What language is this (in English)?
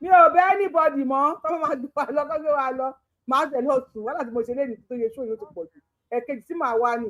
Yoruba